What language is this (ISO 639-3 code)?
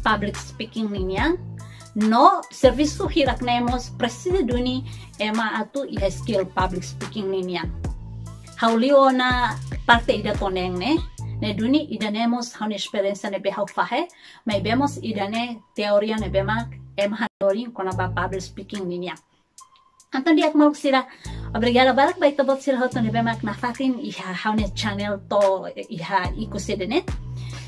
tet